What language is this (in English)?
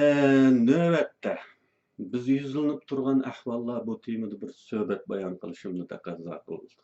Uyghur